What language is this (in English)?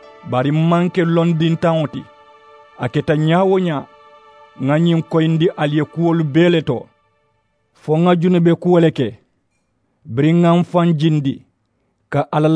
Mandingo